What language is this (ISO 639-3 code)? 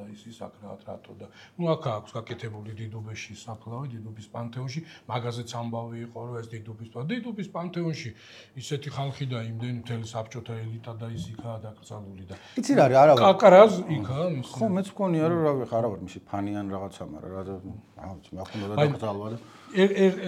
kat